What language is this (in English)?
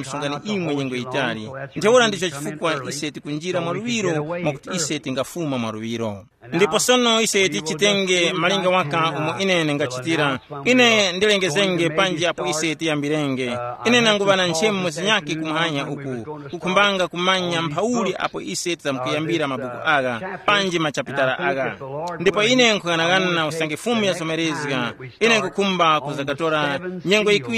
Tumbuka